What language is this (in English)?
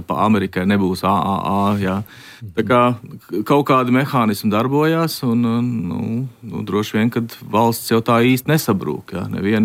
Latvian